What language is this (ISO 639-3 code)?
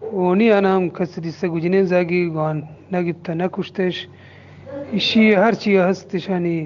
bgp